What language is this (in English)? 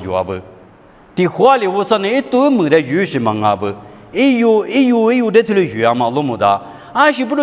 Lisu